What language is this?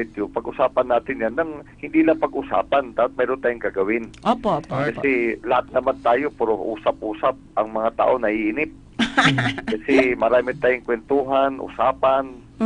Filipino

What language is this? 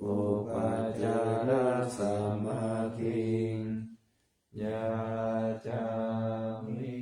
Pali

